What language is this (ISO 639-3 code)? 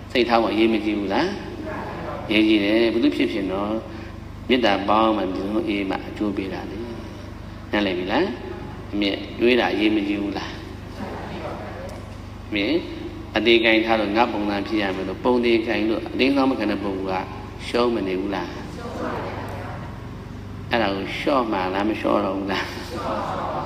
mya